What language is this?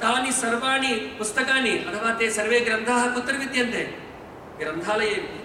Sanskrit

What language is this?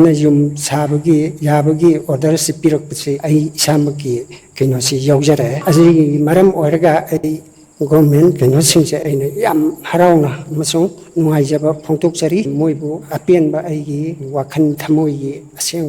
Manipuri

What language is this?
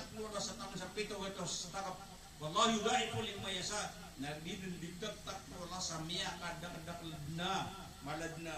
Maranao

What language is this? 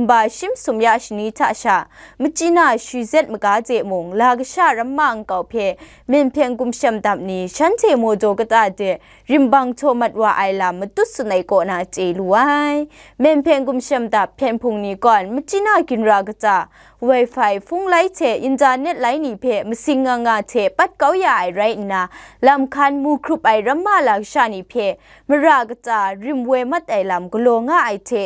Kachin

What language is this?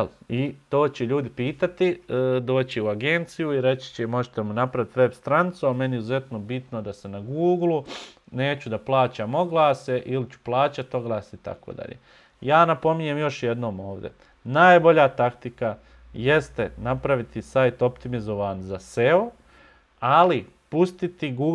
Bosnian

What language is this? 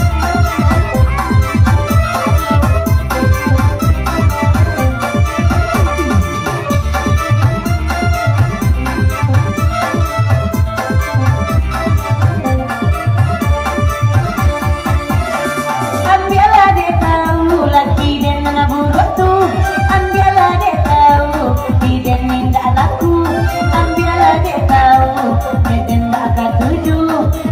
Minangkabau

